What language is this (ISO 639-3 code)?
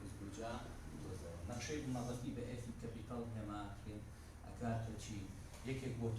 ckb